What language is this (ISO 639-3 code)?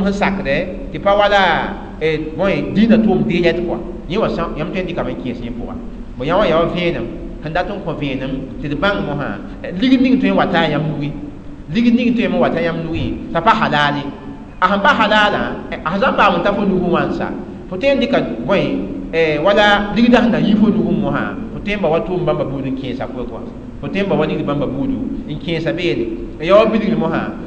mos